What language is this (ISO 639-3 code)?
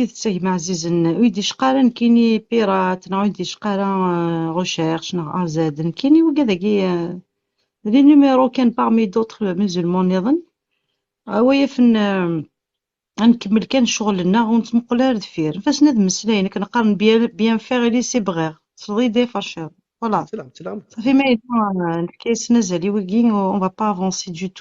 kab